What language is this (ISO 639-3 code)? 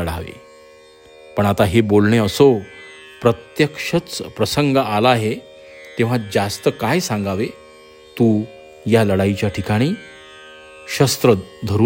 mar